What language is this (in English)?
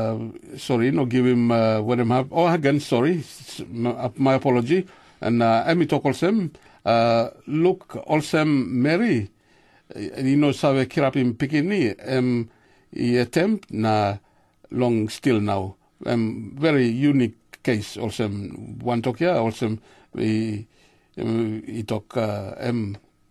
Tok Pisin